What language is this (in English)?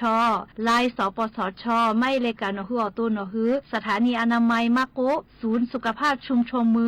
Lahu